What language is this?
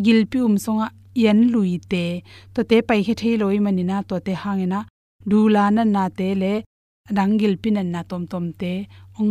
Tedim Chin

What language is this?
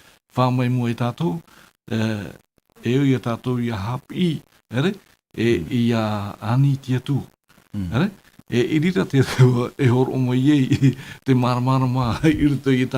Tahitian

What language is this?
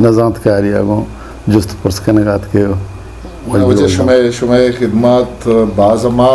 Eastern Balochi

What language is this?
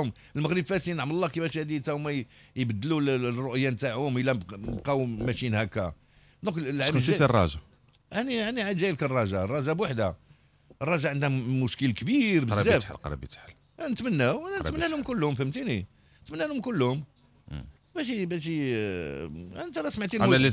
Moroccan Arabic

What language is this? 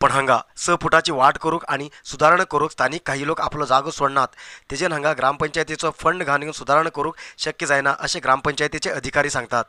Konkani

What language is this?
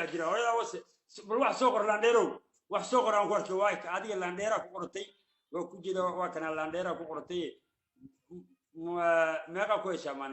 Somali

